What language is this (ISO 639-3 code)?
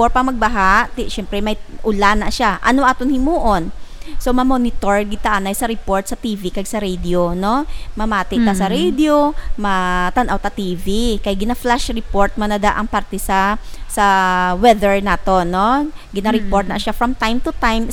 hil